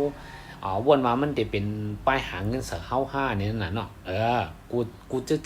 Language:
Shan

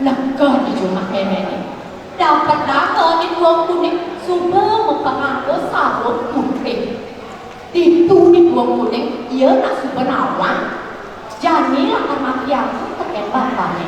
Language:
Balinese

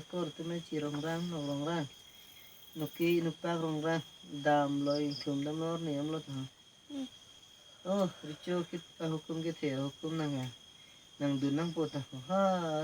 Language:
Karbi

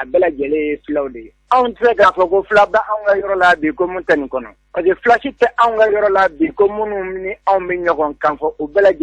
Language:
Bambara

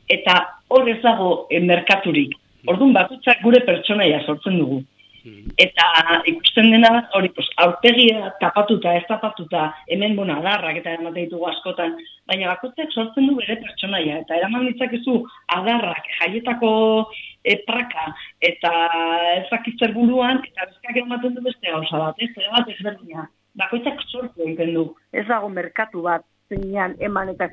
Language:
Basque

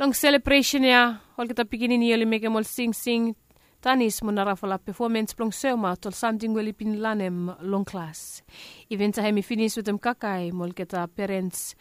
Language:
Bislama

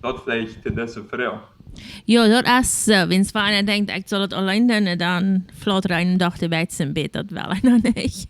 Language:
Plautdietsch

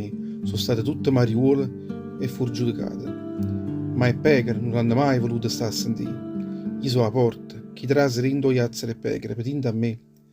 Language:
Neapolitan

